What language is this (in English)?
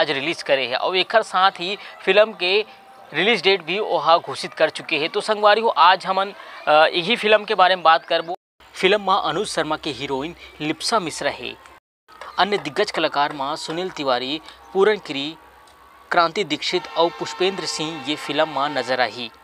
Chhattisgarhi